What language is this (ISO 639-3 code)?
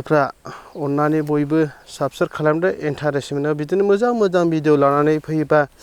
brx